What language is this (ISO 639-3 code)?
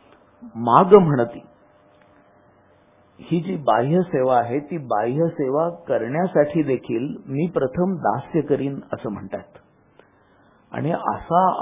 mar